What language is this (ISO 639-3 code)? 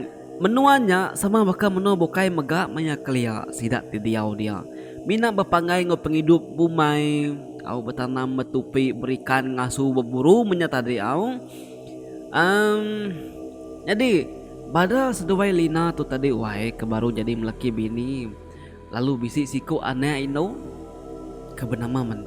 iba